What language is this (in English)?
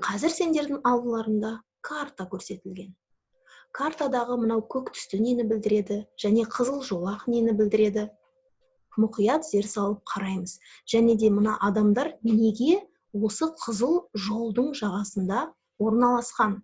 Kazakh